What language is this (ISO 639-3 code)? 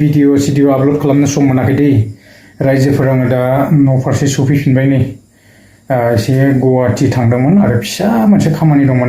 brx